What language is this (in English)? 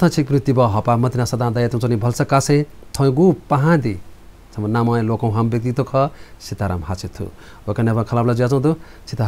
Newari